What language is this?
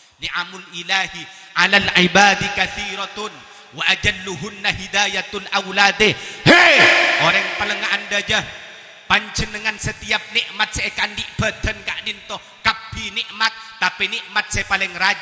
Madurese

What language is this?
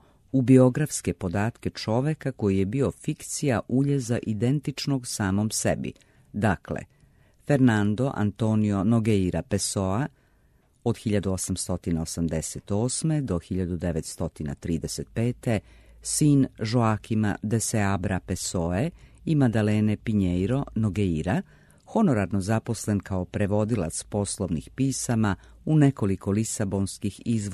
Serbian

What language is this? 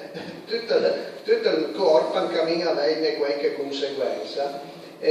Piedmontese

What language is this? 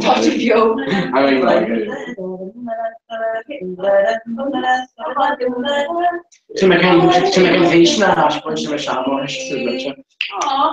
Irish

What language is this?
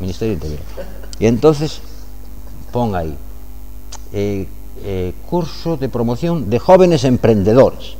Galician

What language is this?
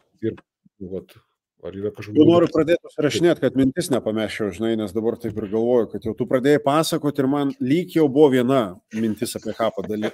Lithuanian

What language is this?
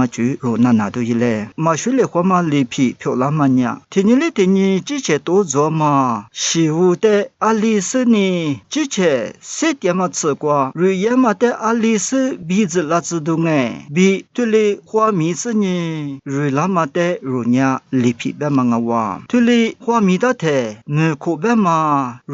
Lisu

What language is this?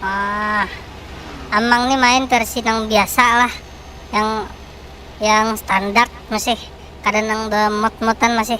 Banjar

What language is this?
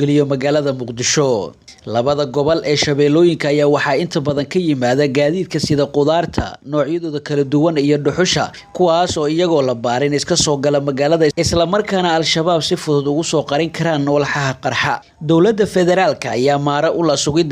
Somali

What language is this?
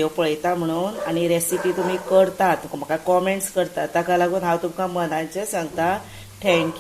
Konkani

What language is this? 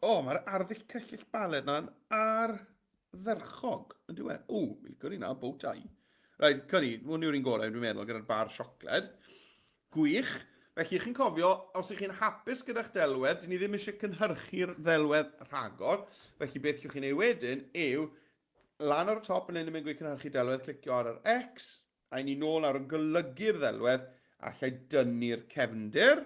Welsh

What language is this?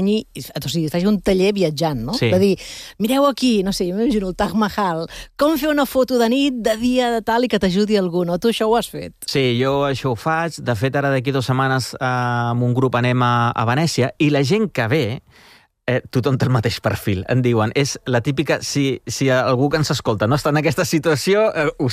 Catalan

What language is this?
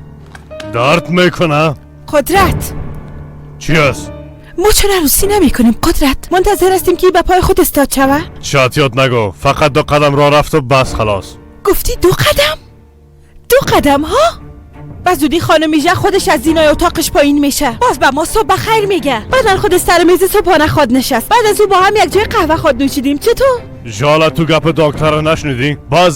Persian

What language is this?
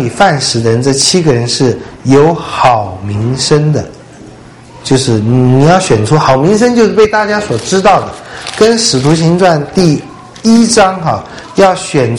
Chinese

